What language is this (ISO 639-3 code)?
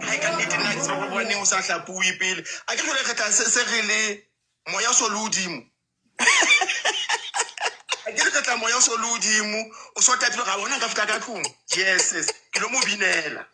sot